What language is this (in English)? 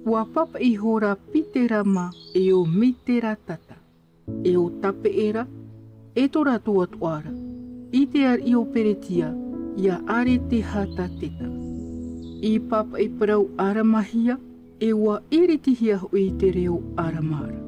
Tahitian